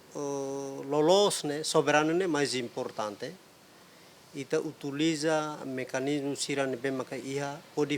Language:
Tetum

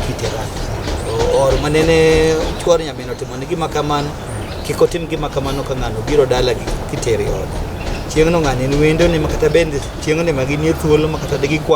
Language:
Luo (Kenya and Tanzania)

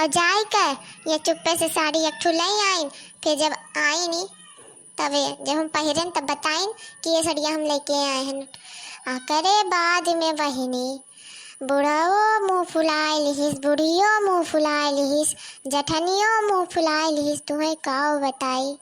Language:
Awadhi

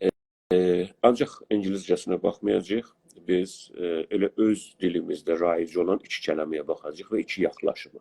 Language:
South Azerbaijani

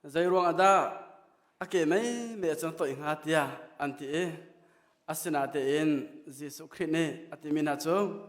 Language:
Hakha Chin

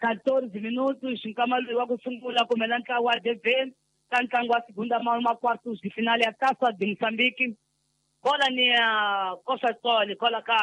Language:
Tsonga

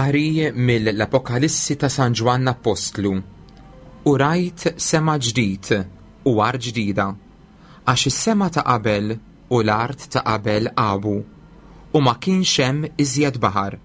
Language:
Maltese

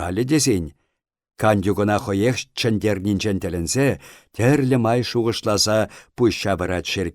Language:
Chuvash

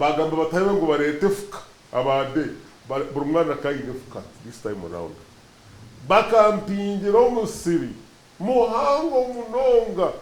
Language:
Nyankole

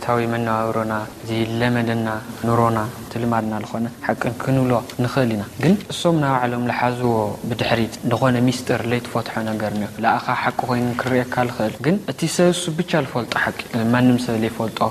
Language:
Tigrinya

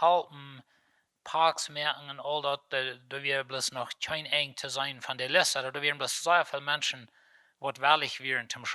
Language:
Plautdietsch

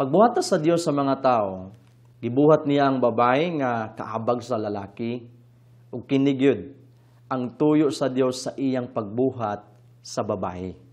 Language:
Cebuano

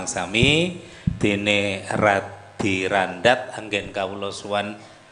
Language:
Javanese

